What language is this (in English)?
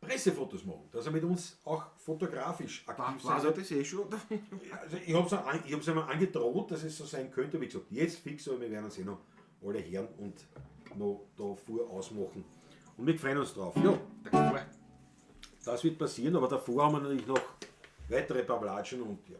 Bavarian